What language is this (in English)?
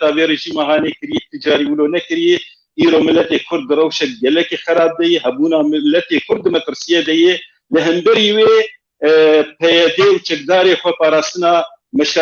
Kurdish